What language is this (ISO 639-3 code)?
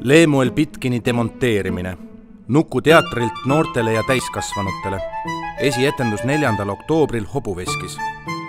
est